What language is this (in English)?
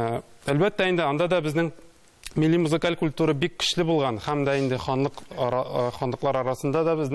Tatar